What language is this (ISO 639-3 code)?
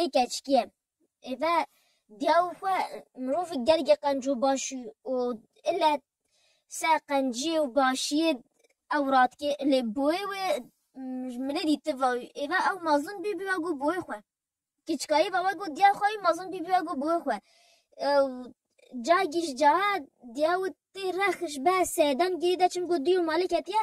kur